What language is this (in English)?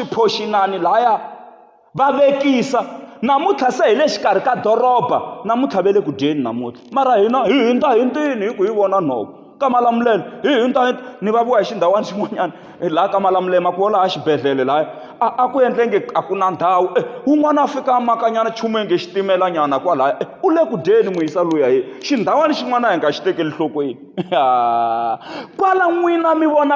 Tsonga